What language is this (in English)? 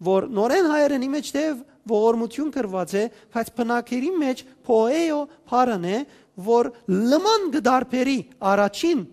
Western Armenian